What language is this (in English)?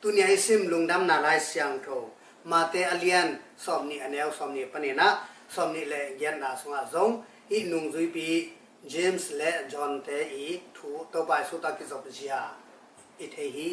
Tedim Chin